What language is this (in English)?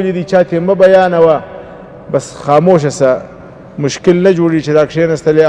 Pashto